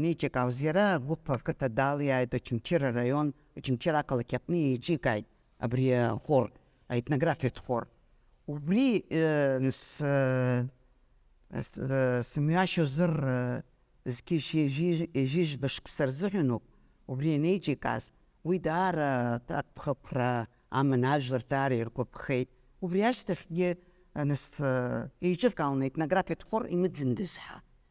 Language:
Abkhazian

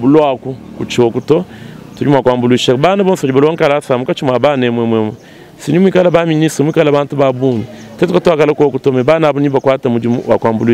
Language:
Luba-Lulua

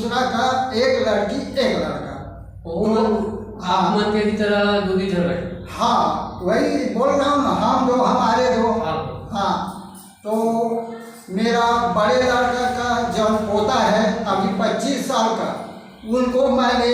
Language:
Chhattisgarhi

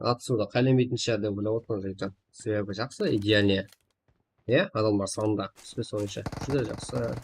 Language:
Kara-Kalpak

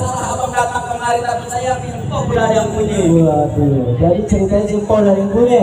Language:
Betawi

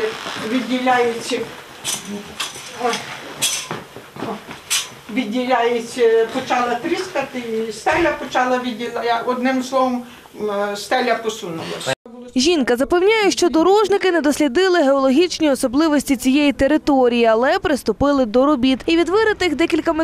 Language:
Ukrainian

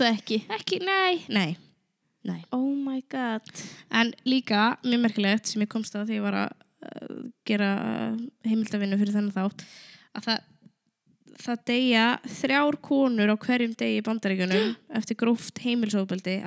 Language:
Icelandic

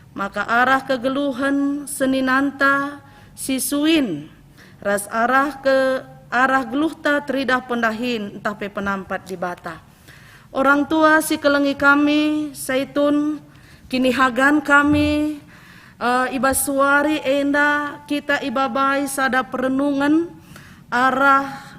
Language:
Batak Karo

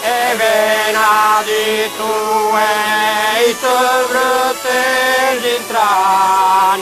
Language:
Sardinian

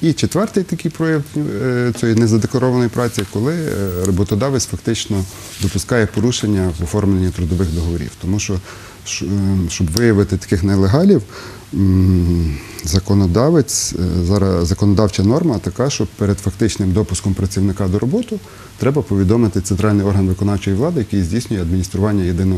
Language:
Ukrainian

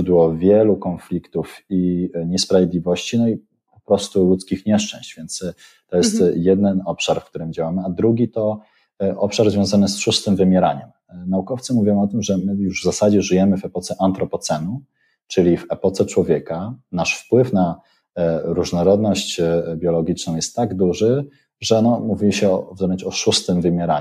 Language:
Polish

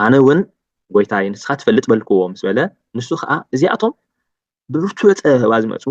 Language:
Tigrinya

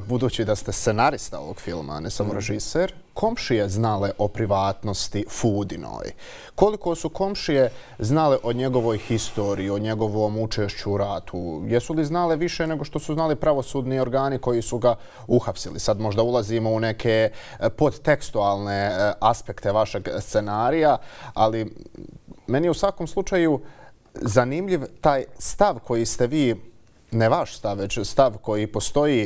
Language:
Bosnian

